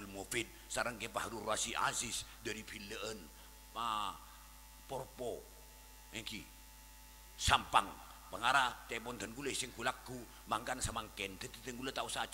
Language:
Madurese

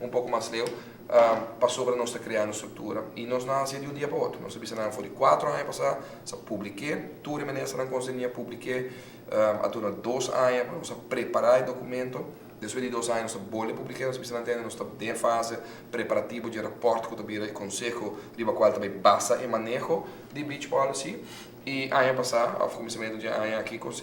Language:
Papiamento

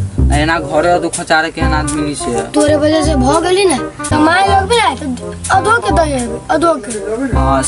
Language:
Maithili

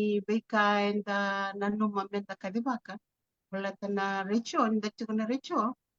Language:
Fijian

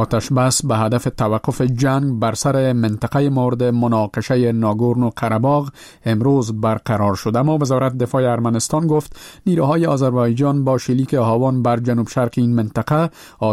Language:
Persian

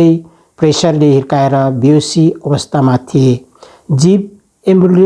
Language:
Nepali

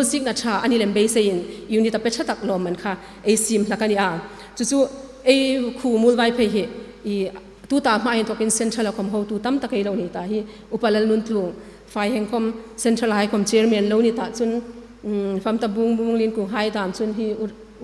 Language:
Hmar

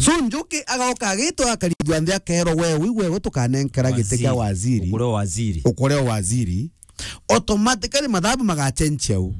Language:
Meru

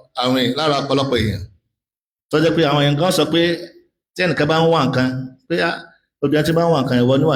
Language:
Yoruba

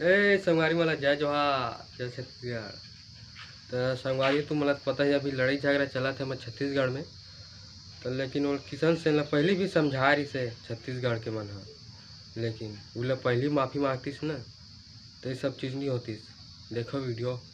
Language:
Chhattisgarhi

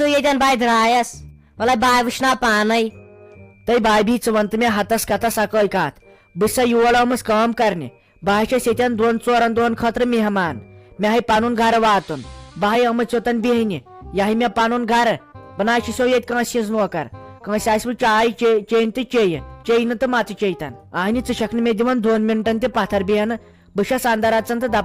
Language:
Kashmiri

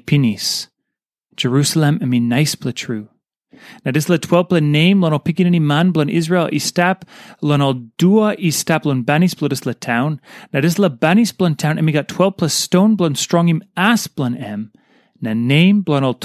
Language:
Tok Pisin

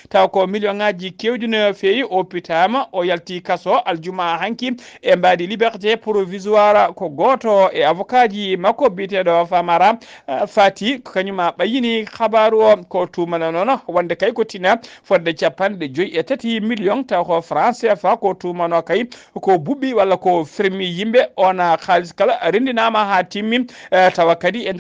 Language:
Fula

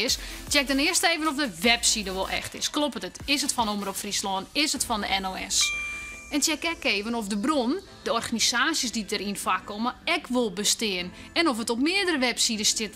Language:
Western Frisian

